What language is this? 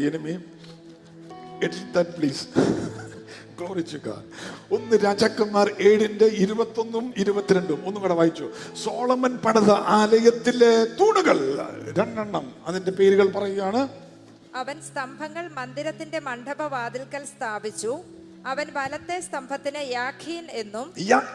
Malayalam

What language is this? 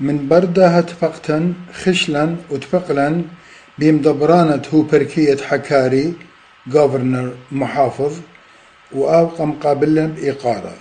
Assyrian Neo-Aramaic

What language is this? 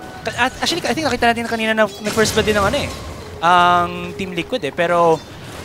Filipino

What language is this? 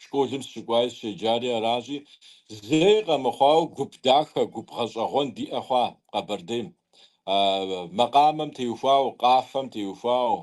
Kabardian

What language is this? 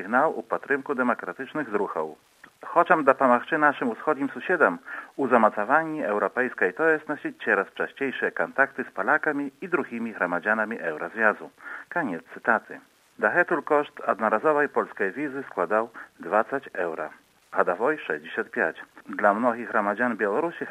Belarusian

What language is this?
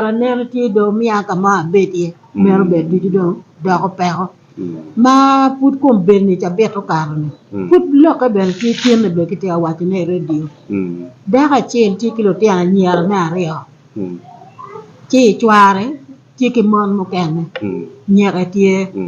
Acoli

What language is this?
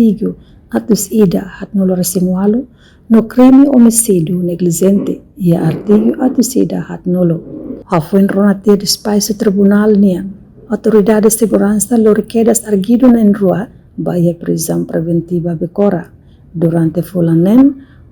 Tetum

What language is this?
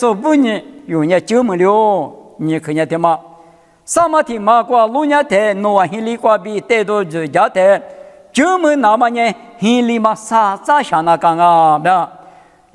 Lisu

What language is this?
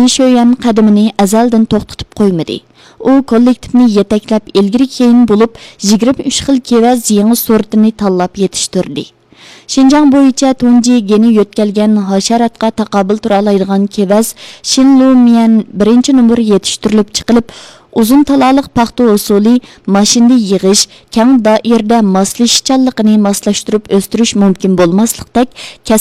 Uyghur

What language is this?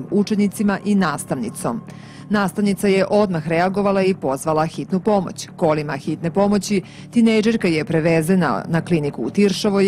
Serbian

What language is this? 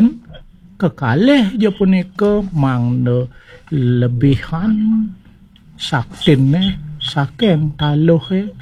Balinese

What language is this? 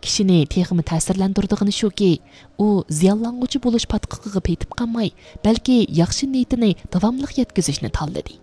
Uyghur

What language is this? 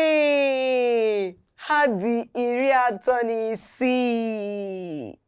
Igbo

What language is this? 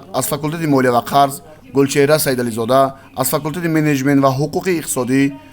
Tajik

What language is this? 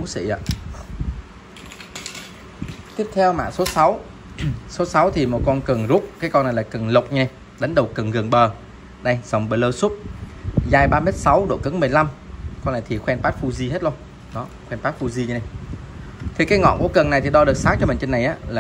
Vietnamese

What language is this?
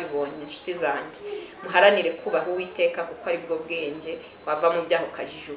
Kinyarwanda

